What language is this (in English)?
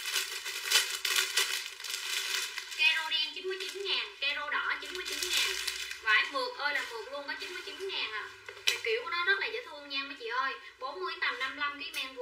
Vietnamese